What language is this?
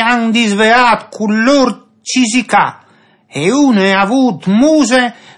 Friulian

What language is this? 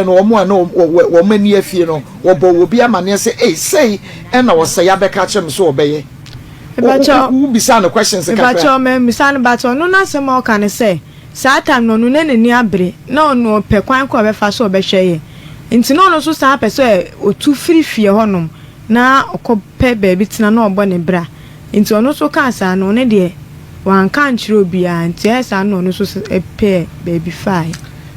Akan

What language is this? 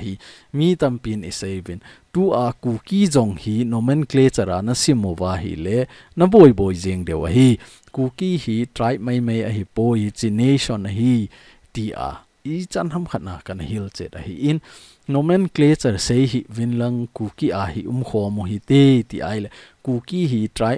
Thado Chin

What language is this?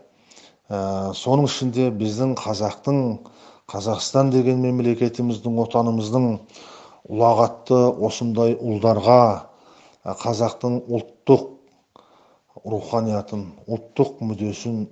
Kazakh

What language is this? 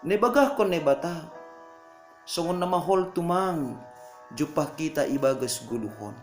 Batak Simalungun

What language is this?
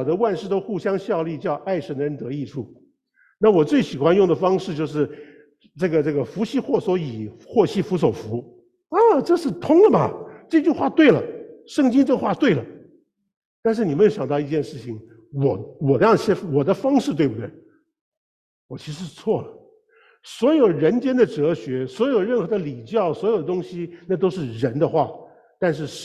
Chinese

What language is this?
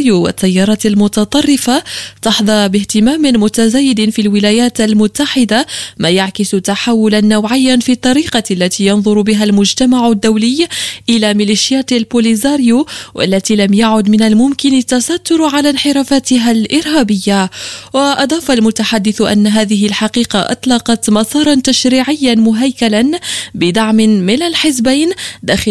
Arabic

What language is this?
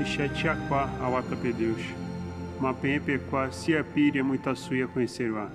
Nheengatu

